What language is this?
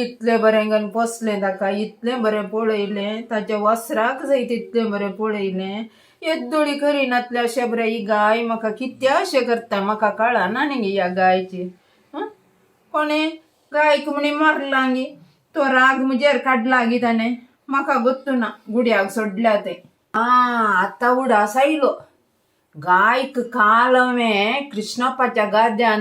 Konkani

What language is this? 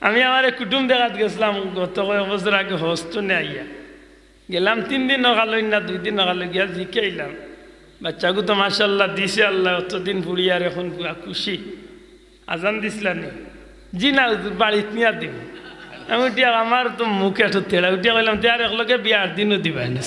Sylheti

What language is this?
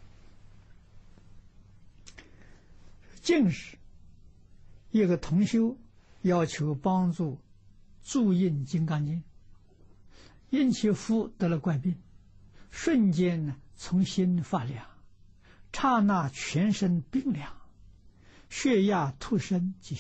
Chinese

